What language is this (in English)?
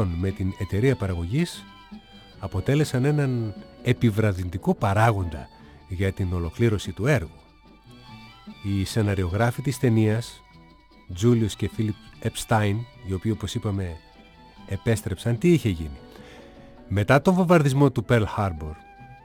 Greek